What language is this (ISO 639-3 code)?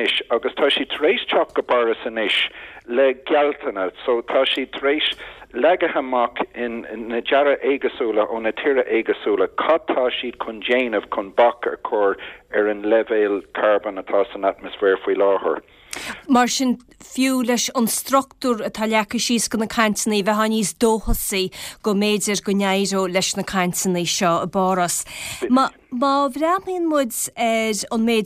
gle